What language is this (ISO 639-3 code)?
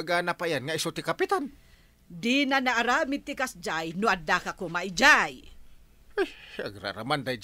ilo